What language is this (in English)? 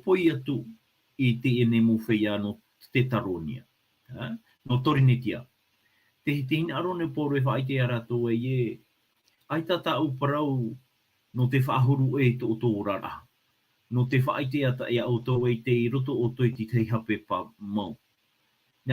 Tahitian